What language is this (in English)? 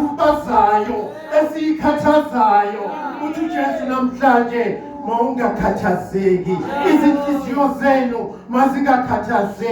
Zulu